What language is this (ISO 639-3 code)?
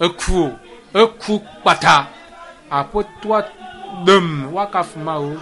ewe